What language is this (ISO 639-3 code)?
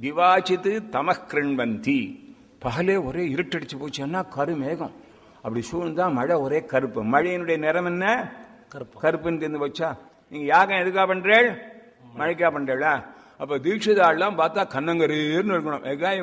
tam